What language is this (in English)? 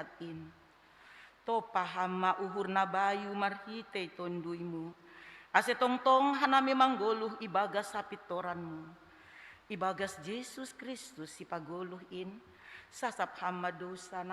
Batak Simalungun